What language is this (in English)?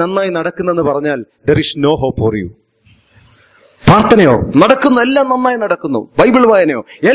Malayalam